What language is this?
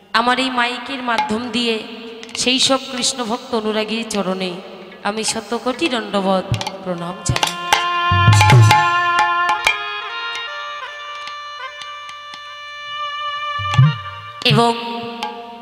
Bangla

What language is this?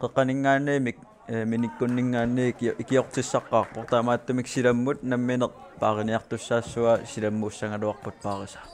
Kalaallisut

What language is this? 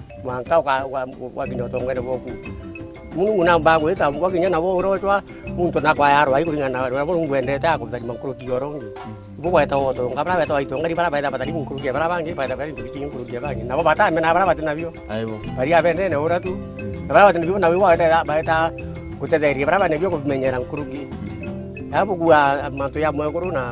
Meru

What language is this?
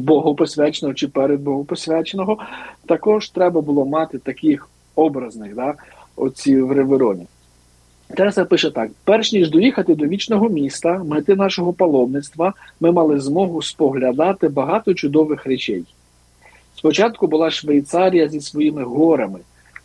Ukrainian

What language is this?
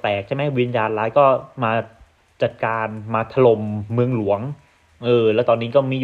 Thai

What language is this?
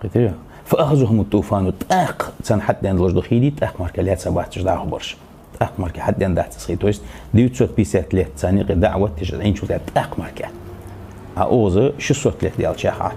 Ingush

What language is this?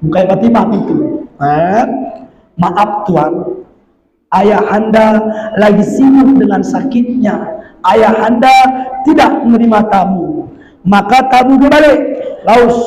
Batak Alas-Kluet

